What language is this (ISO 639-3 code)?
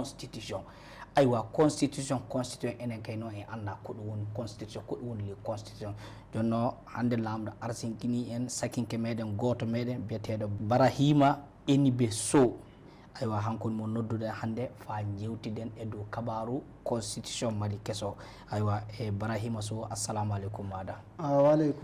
ful